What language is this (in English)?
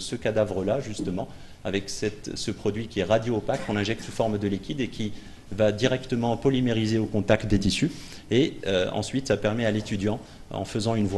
French